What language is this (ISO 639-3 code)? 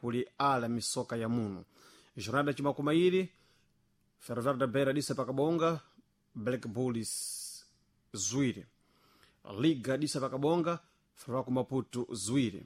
seh